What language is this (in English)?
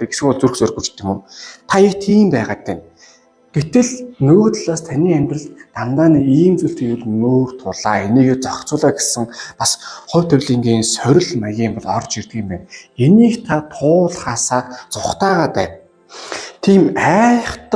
Mongolian